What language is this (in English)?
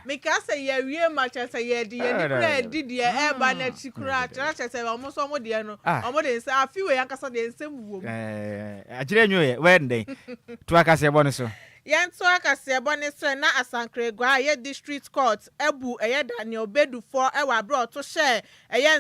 Akan